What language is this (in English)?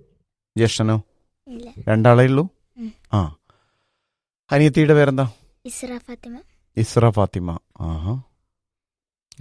Malayalam